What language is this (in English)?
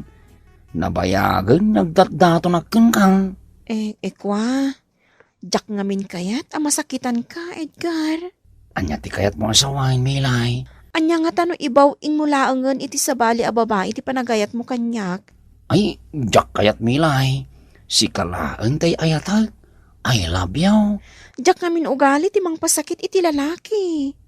Iloko